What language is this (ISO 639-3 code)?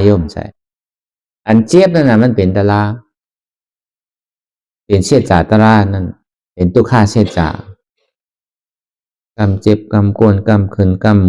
shn